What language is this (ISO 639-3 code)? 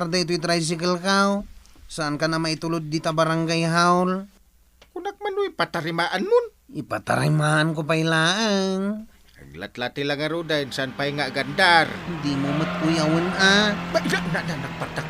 ilo